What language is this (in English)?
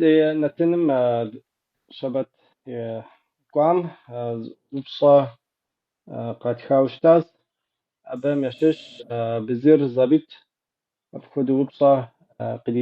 Kabardian